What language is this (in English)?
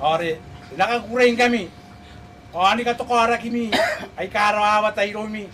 Gilbertese